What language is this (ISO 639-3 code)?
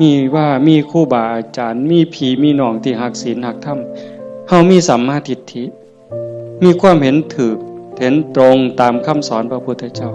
tts